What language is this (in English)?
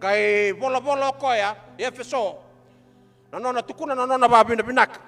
Fijian